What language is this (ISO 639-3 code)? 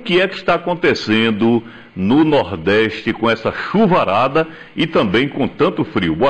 por